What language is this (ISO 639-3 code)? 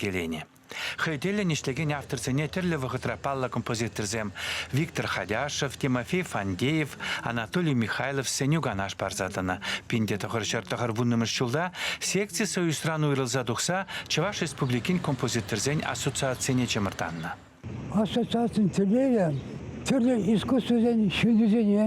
chv